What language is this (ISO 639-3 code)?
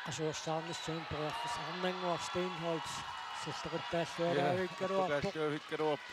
kal